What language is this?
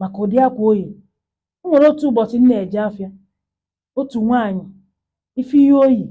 Igbo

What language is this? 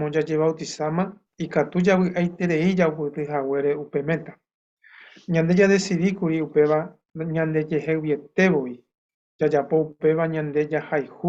Guarani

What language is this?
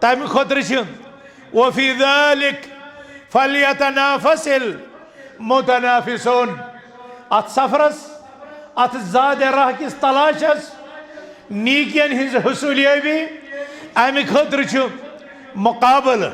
Kashmiri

